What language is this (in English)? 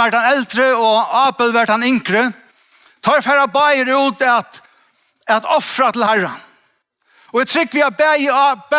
Faroese